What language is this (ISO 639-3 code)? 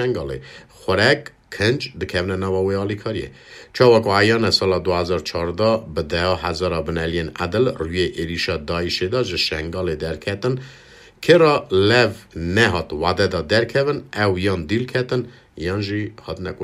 kur